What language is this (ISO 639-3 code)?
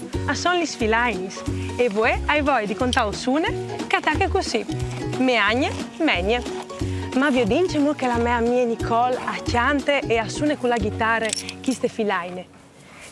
fur